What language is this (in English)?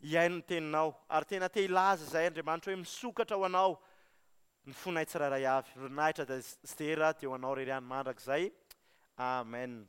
Malagasy